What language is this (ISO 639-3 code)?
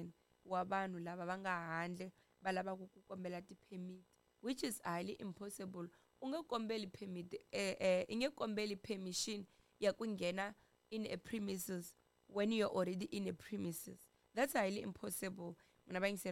tso